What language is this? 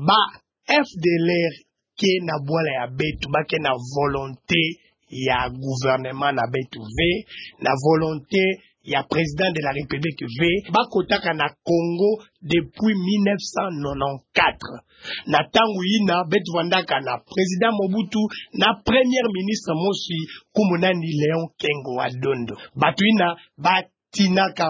Kituba (Democratic Republic of Congo)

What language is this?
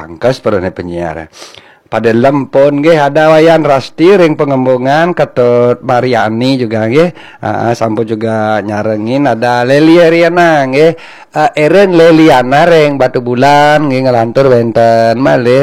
Balinese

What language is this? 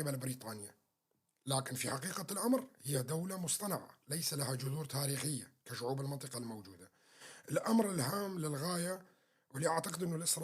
North Levantine Arabic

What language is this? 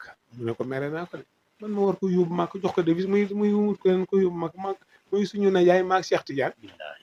Wolof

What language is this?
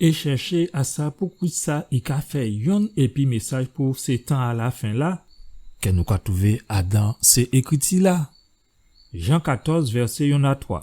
Guadeloupean Creole French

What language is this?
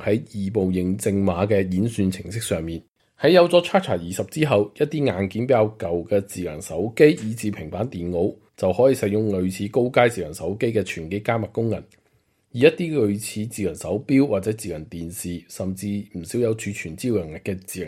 Cantonese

